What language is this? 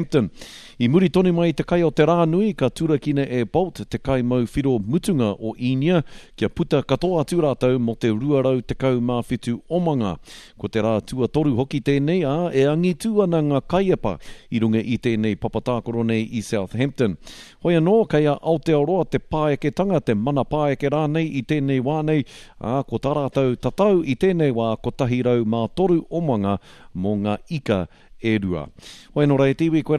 Māori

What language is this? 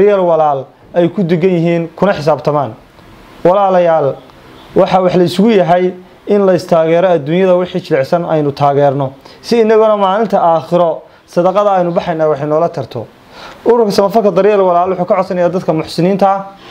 Somali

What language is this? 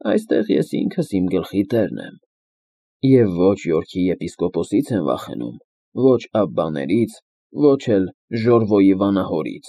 Armenian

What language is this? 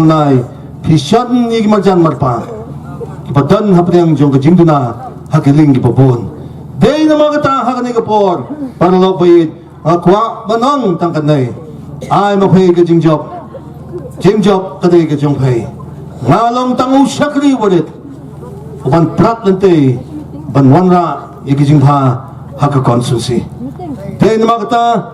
Khasi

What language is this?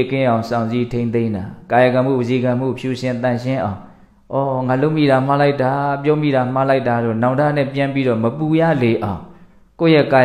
Burmese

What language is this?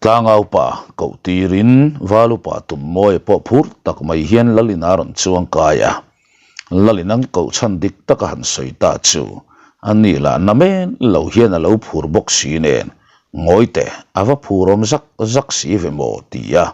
Mizo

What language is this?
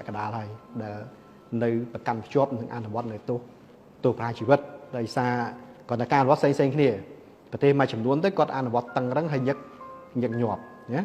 Khmer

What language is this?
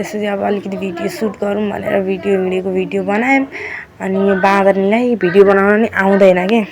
Nepali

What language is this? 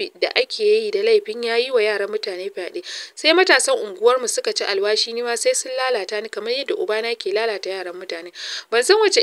Hausa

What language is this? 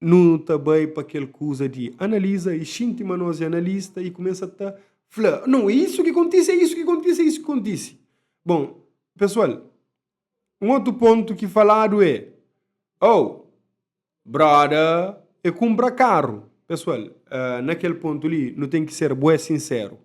Kabuverdianu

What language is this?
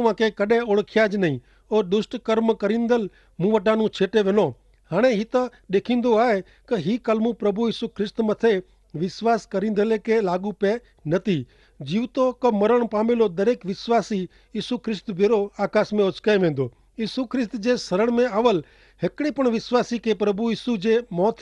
Kachhi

